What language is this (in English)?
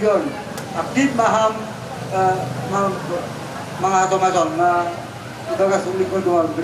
Batak Simalungun